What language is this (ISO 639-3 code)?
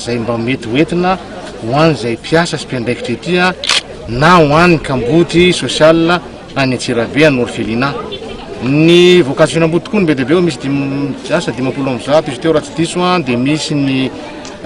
mlg